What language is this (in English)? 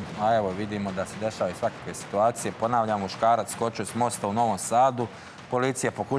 Serbian